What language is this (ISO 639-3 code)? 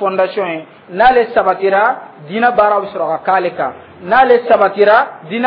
dyu